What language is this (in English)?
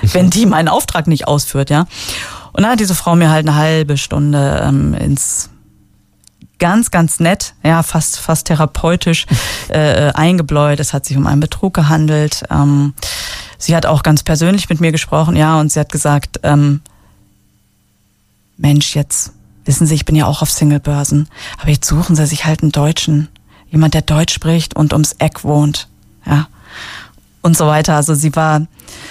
German